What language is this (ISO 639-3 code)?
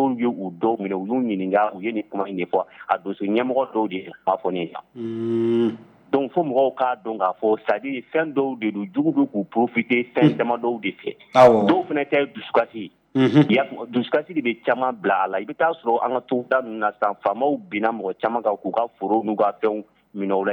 bam